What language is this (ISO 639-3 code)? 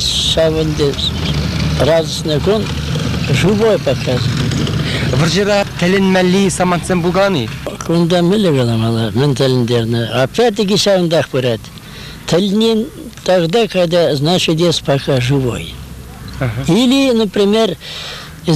chv